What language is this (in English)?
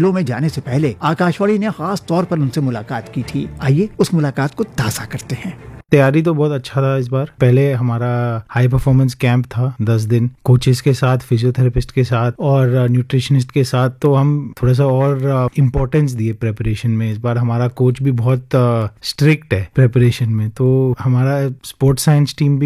Hindi